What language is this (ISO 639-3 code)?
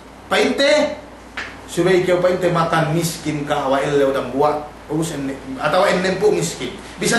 yka